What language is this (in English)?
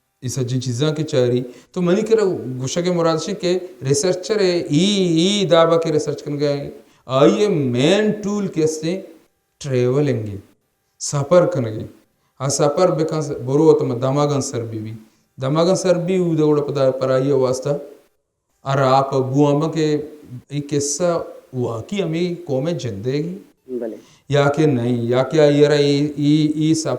Baluchi